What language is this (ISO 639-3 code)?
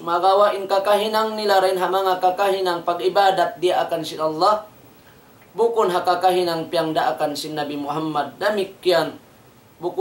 tsg